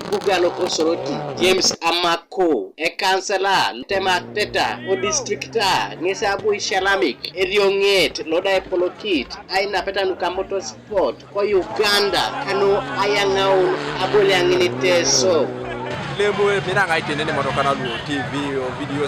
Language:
Teso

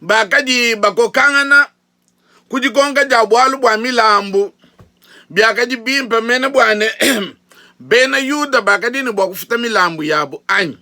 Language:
Luba-Lulua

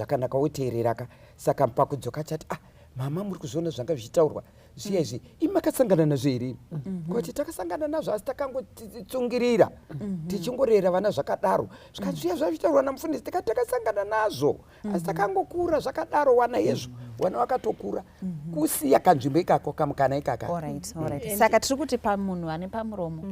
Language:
Shona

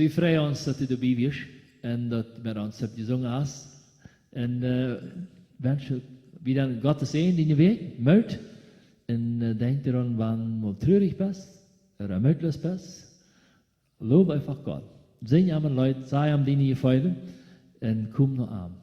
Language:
Plautdietsch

